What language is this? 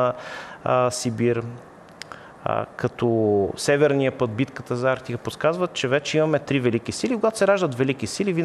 Bulgarian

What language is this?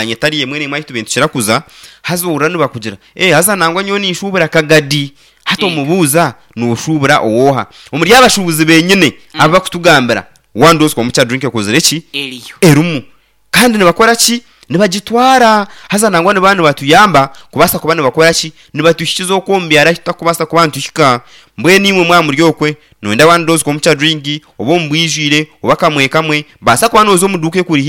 Nyankole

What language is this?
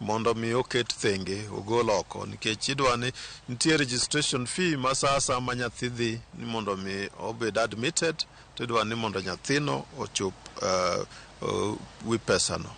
Luo (Kenya and Tanzania)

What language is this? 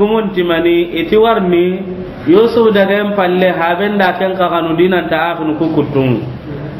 Soninke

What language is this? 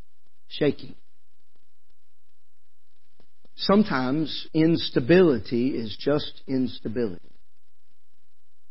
English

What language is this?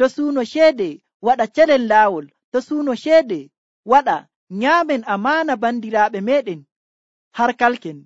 Nigerian Fulfulde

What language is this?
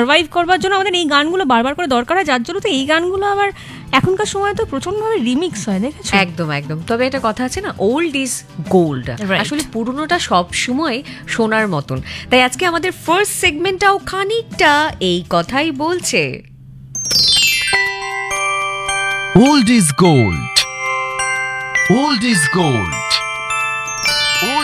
Bangla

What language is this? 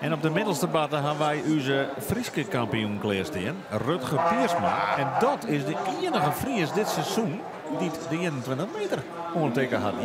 Western Frisian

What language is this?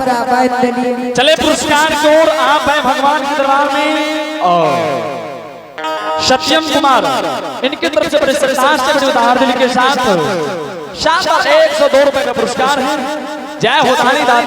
Angika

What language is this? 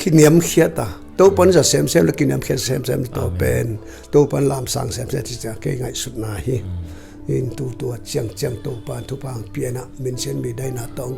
Tedim Chin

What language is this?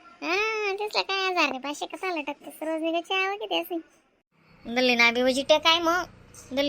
Khandesi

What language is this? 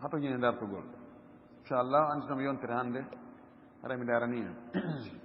Fula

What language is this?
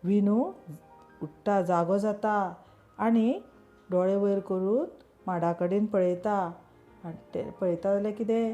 Konkani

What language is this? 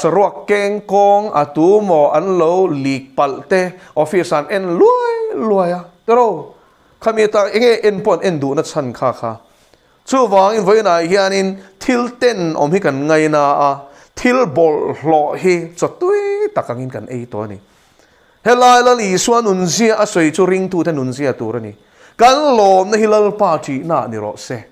Mizo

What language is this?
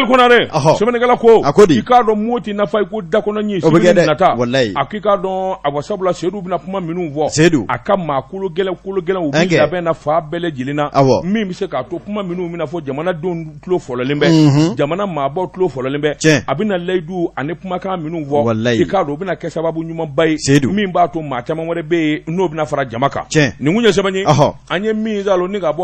Bambara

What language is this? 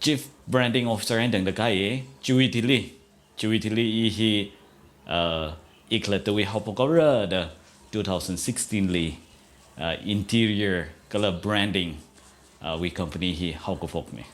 Tangkhul Naga (India)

